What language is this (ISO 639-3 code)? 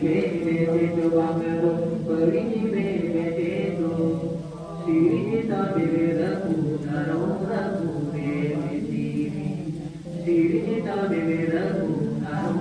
sat